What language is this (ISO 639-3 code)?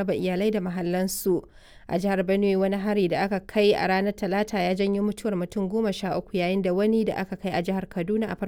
hau